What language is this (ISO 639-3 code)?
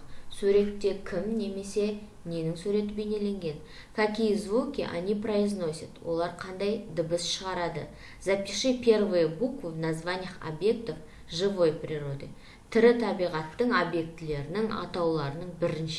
kaz